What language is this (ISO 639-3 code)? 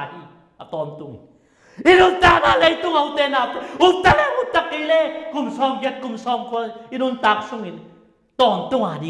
ctd